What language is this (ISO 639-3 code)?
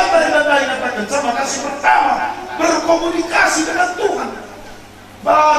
btx